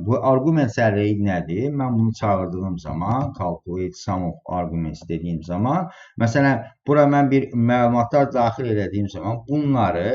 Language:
Azerbaijani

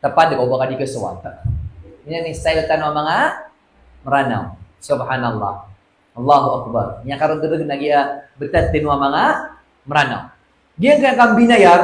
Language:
Maranao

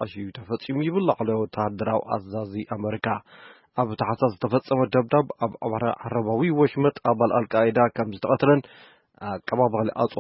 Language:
Tigrinya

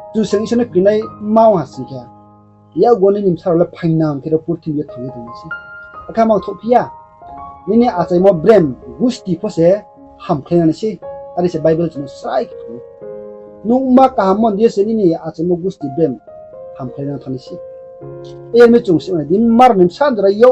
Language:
Riang (India)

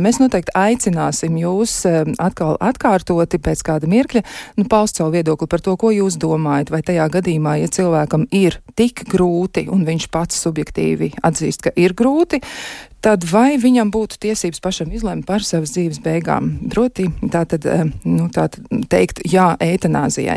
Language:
Latvian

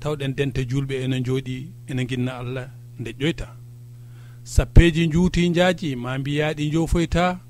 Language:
Fula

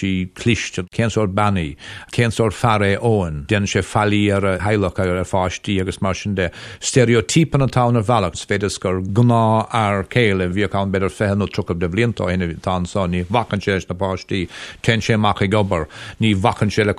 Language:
Irish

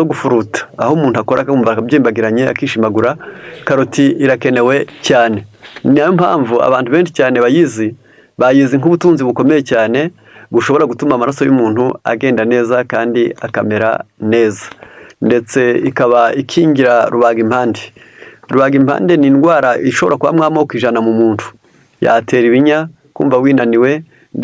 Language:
Kinyarwanda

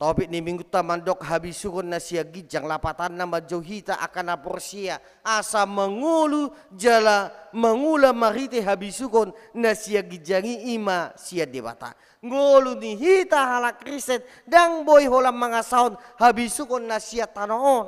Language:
Batak Toba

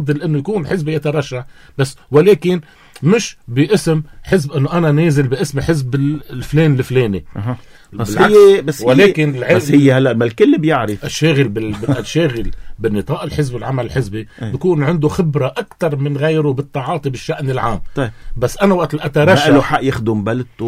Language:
North Levantine Arabic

